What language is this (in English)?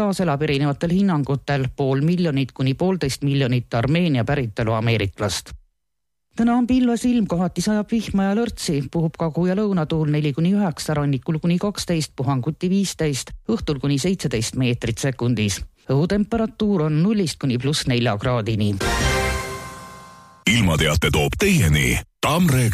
Estonian